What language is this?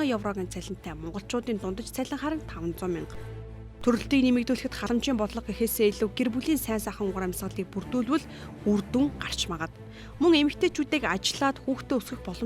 Mongolian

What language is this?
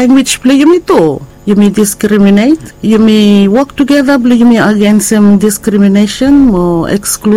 Bislama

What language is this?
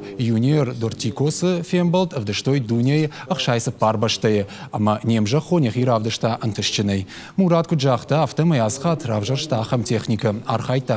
Ossetic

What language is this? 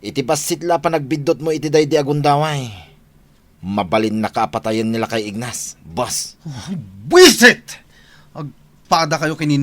Iloko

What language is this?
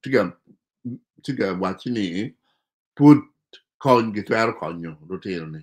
Acoli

